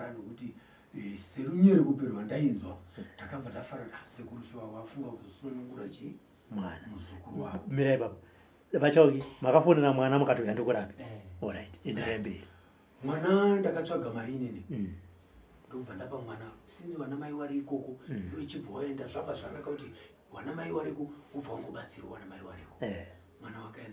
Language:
Shona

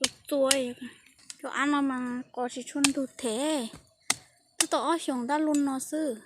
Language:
Hmong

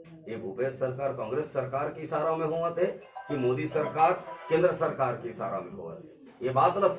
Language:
Chhattisgarhi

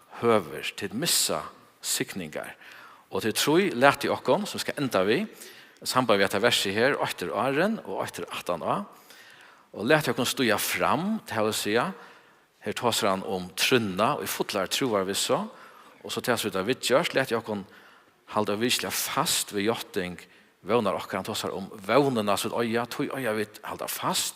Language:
Faroese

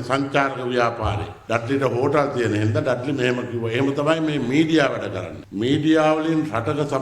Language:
Sinhala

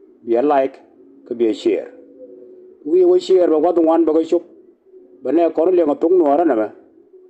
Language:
Nuer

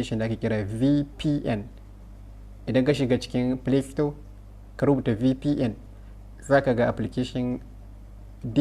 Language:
Hausa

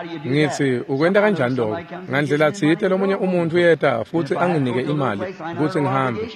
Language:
Swati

